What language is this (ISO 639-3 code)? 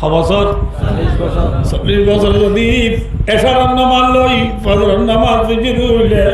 rhg